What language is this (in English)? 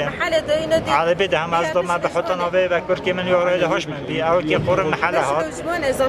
Kurdish